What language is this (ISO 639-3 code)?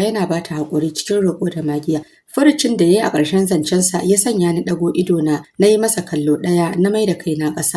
hau